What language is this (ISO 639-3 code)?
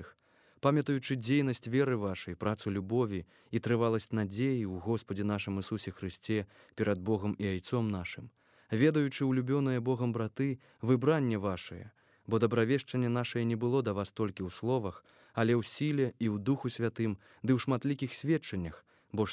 bel